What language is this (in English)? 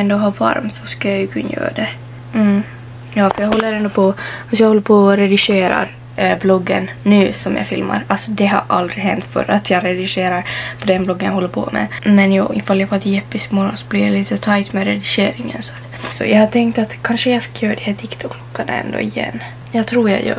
Swedish